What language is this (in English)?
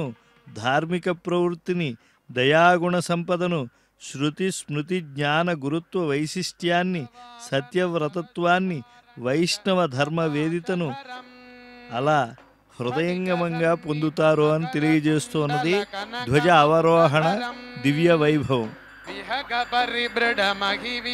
Telugu